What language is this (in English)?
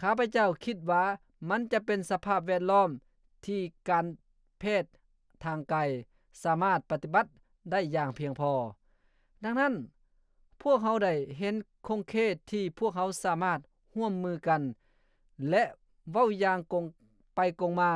Lao